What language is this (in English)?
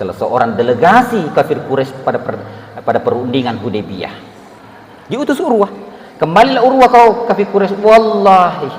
Buginese